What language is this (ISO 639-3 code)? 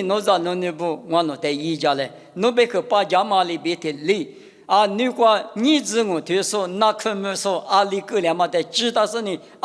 lis